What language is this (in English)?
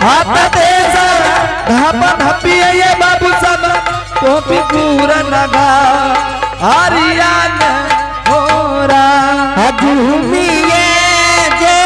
Angika